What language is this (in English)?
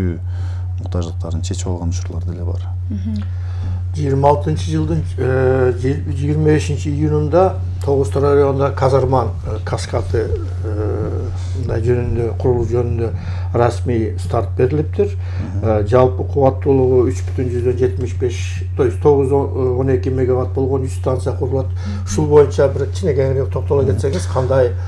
Kyrgyz